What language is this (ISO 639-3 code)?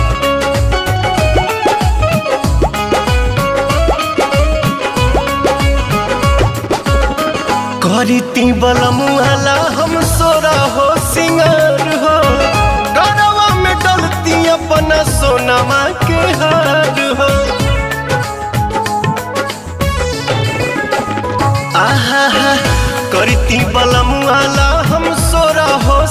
bho